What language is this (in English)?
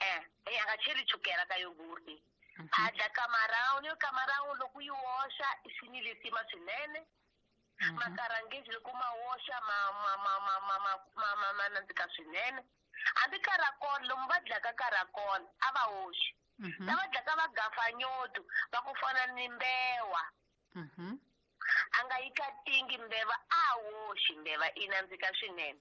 Tsonga